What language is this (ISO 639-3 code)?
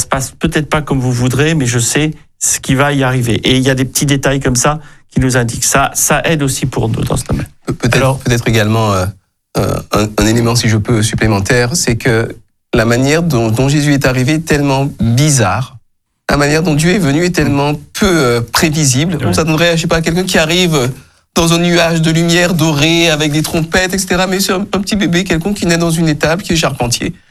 fra